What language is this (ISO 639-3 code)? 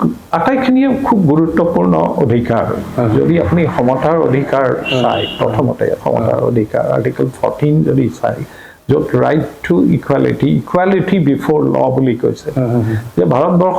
asm